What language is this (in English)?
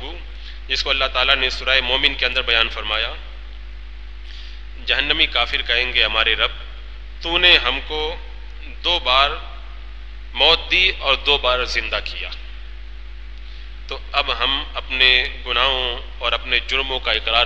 Urdu